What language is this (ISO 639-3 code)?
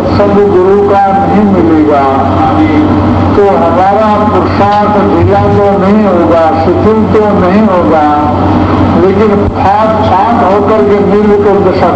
hin